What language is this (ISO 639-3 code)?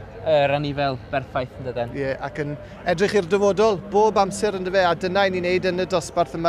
cym